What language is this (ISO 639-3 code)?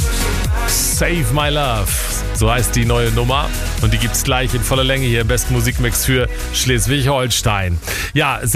deu